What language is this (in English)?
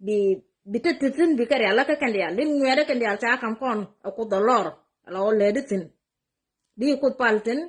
Nuer